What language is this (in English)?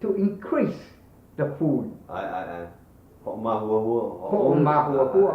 Hawaiian